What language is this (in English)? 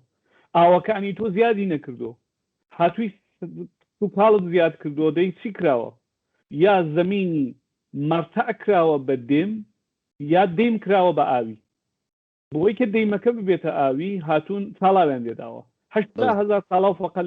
Central Kurdish